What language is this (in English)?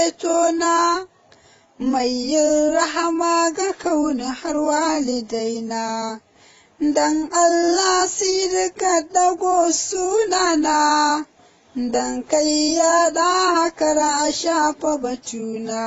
Hausa